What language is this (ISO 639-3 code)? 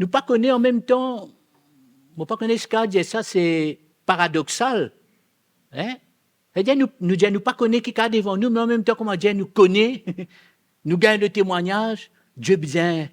mfe